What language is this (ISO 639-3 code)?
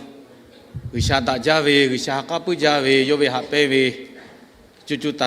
lhu